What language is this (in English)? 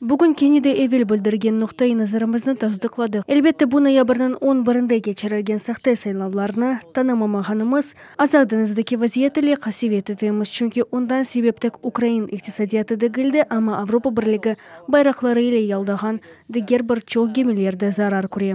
Crimean Tatar